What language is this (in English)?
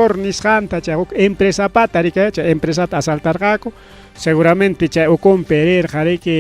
Ayacucho Quechua